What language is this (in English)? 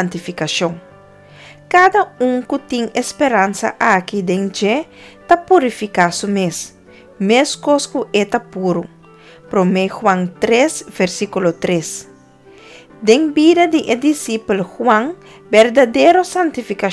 Papiamento